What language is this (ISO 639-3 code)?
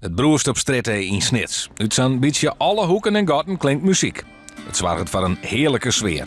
fry